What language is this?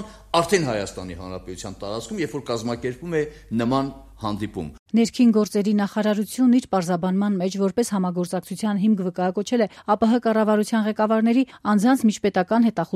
Armenian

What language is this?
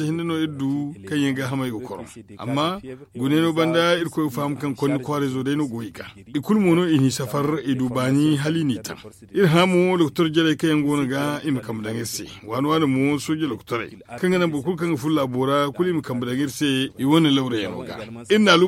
Zarma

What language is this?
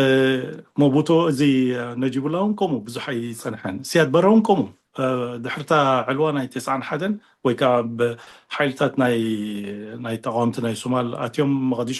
Tigrinya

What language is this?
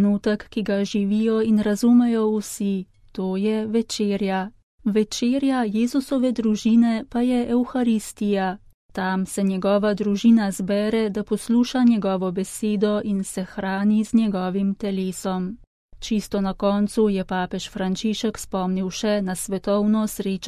Slovenian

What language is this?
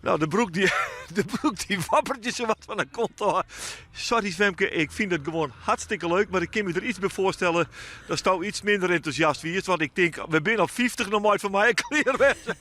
Western Frisian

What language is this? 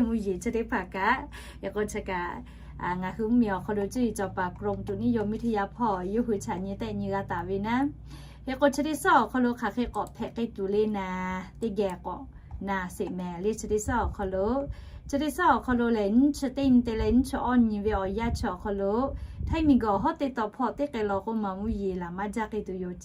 Lahu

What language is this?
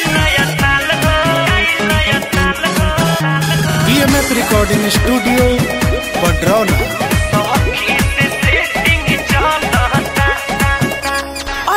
Bhojpuri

